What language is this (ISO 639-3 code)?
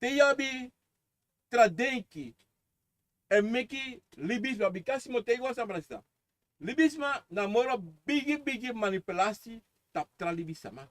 srn